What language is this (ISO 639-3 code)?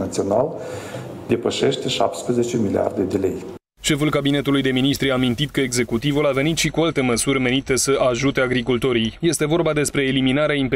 ron